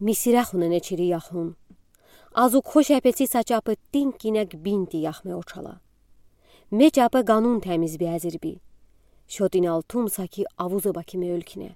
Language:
Udi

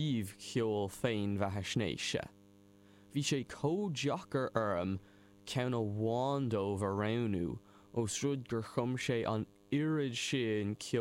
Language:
Irish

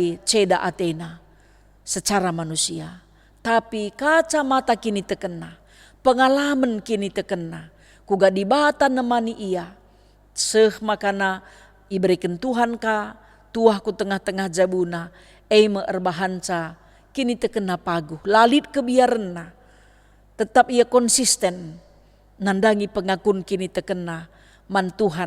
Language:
Batak Karo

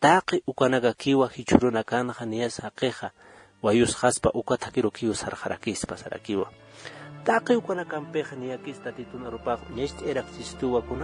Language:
Aymara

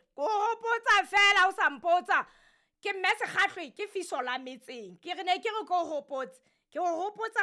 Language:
Southern Sotho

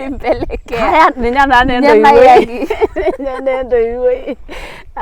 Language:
Masai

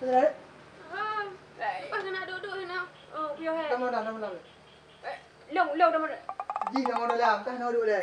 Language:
Achinese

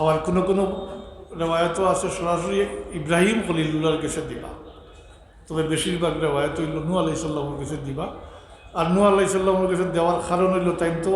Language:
Sylheti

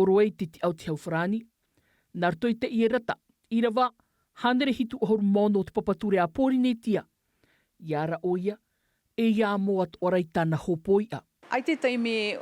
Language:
Tahitian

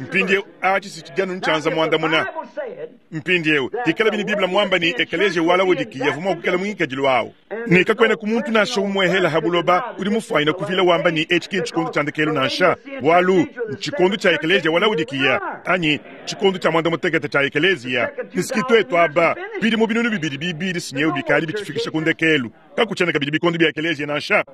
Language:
Luba-Lulua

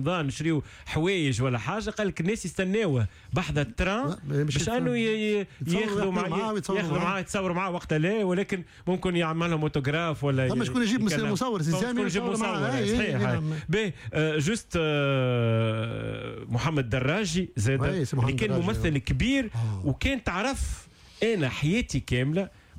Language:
Tunisian Arabic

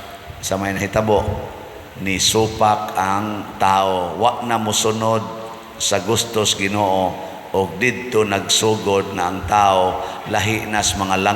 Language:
Cebuano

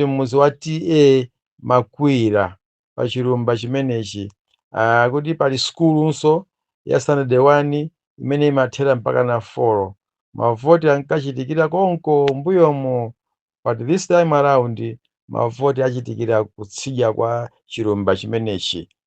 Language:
Nyanja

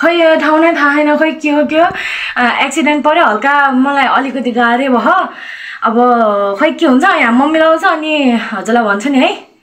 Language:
Nepali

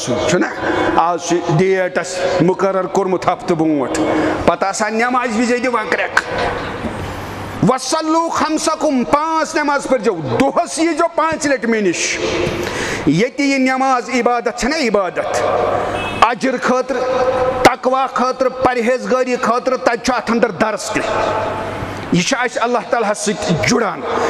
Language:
Kashmiri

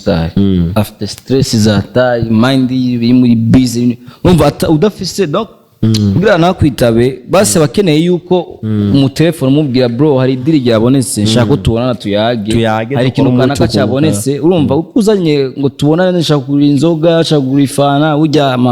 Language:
Rundi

